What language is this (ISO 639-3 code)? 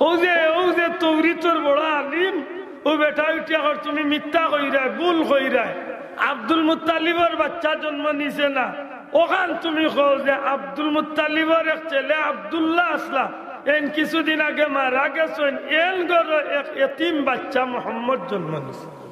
syl